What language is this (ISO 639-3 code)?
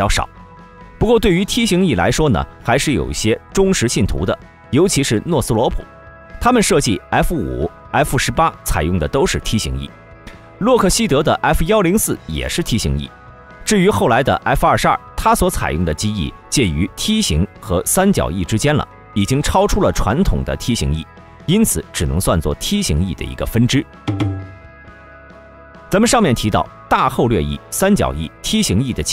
zho